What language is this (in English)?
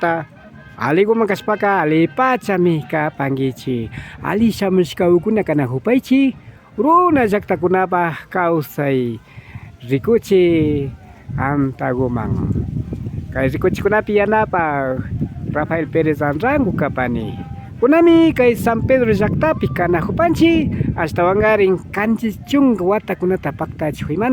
Imbabura Highland Quichua